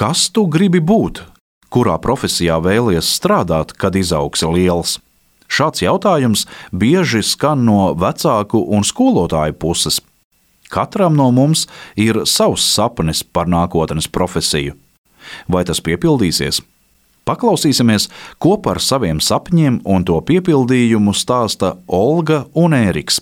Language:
Latvian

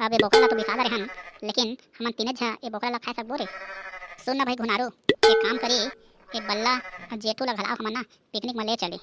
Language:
Chhattisgarhi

